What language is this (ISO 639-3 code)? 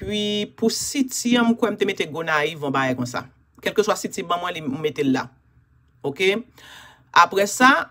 hat